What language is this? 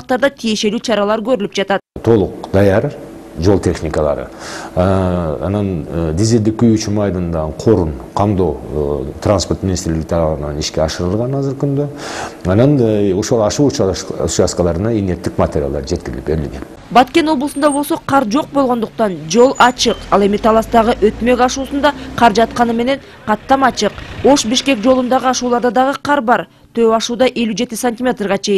Kyrgyz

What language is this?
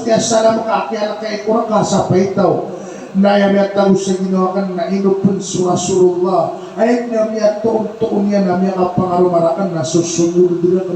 Maranao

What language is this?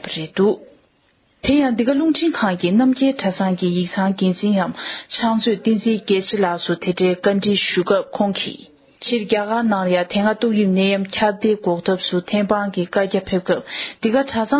Tibetan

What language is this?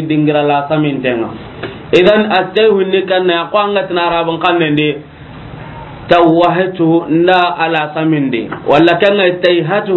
Soninke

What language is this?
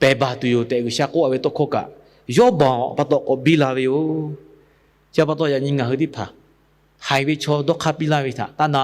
Lahu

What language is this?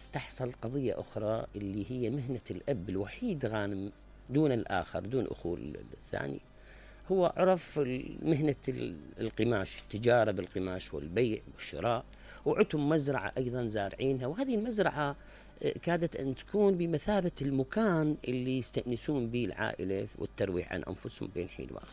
Mesopotamian Arabic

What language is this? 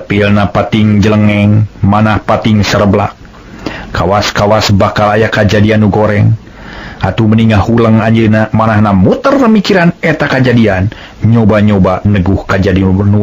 Sundanese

